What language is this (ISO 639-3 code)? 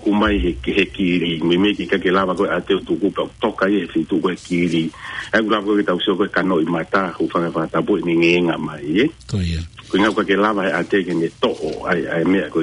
ton